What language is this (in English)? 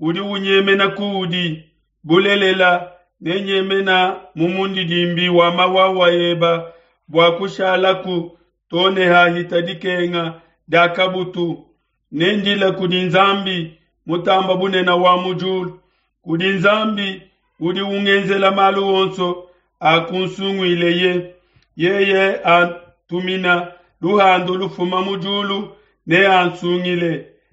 Luba-Lulua